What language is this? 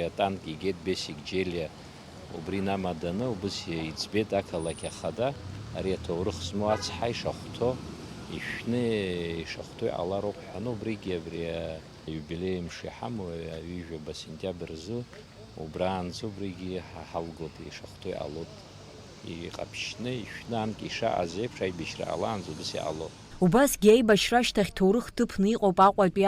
Abkhazian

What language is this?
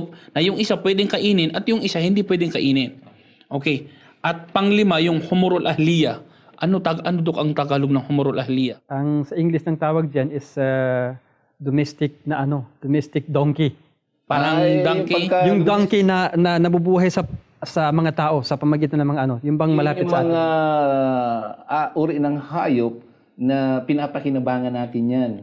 Filipino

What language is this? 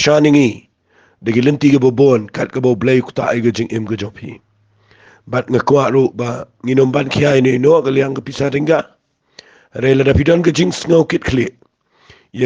Khasi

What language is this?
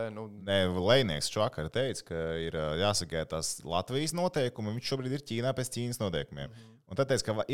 Latvian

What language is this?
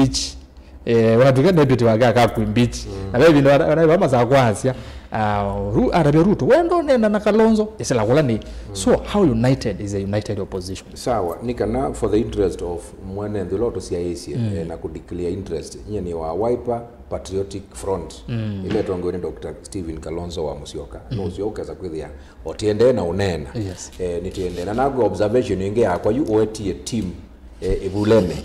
Kamba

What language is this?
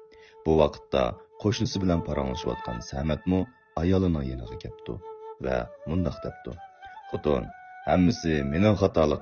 Uyghur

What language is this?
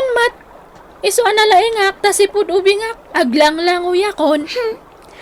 Iloko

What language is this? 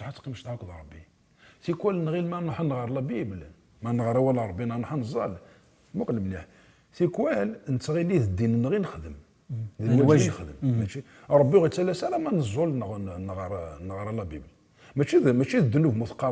Kabyle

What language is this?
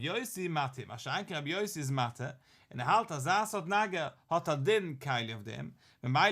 Yiddish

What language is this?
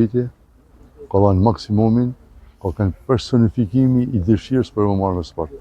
Albanian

